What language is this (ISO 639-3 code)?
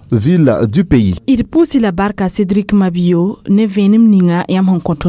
mos